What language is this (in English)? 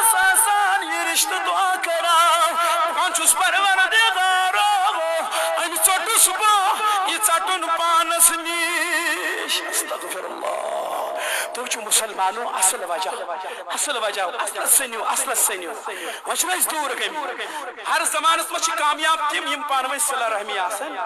Kashmiri